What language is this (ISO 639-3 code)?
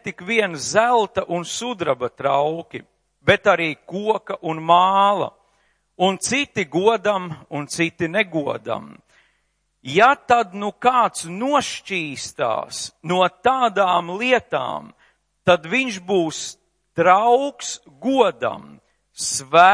lav